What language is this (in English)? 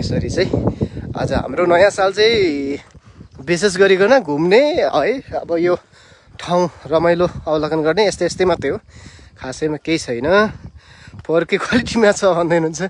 Nepali